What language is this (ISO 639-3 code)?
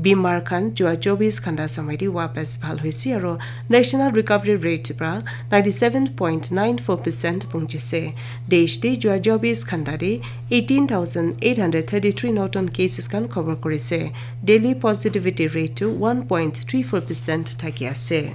nag